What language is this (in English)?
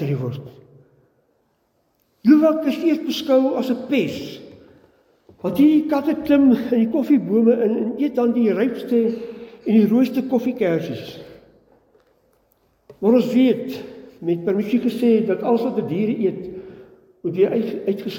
Afrikaans